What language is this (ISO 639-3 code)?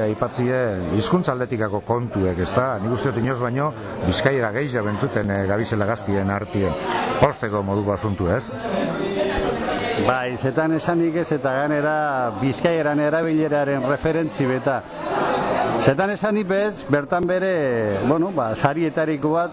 eus